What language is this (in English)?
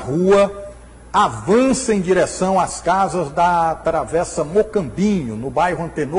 Portuguese